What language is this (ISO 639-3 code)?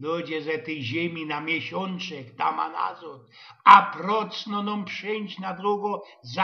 szl